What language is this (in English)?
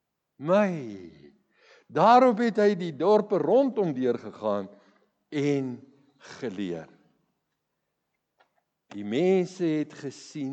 Afrikaans